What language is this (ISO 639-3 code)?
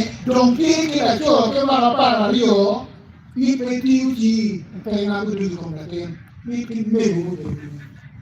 ach